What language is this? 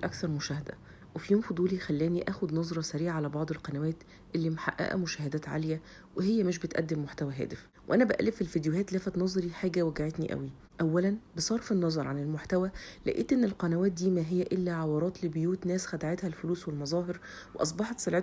Egyptian Arabic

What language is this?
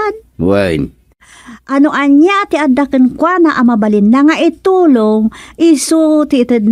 Iloko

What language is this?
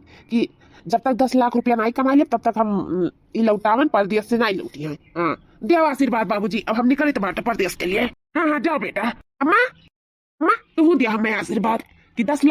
Awadhi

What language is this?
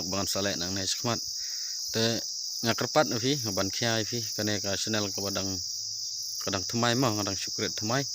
Khasi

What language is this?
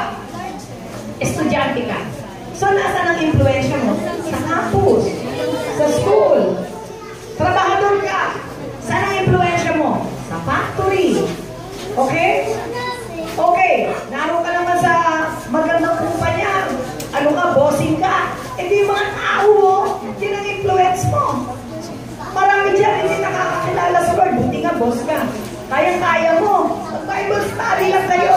Filipino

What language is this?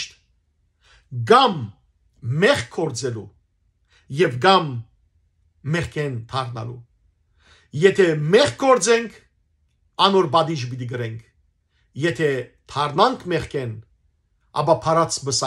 Western Armenian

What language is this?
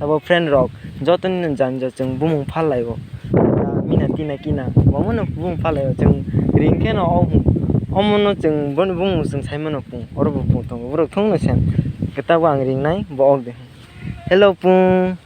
Kok Borok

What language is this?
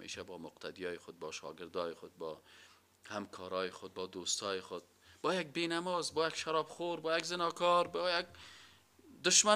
Persian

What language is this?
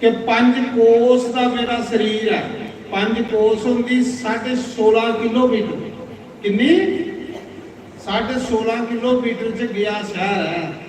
Dogri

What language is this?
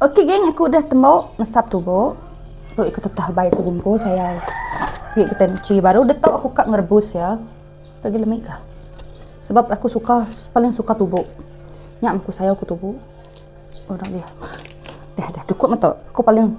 Iban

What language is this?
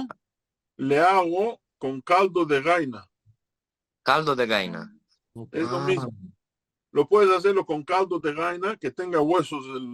Ladino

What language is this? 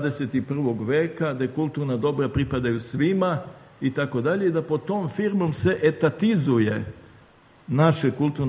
Serbian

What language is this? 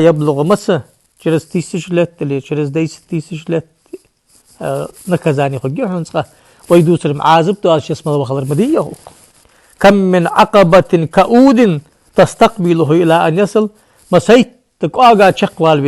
Ingush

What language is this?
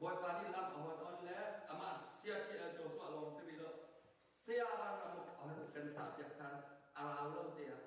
Hakha Chin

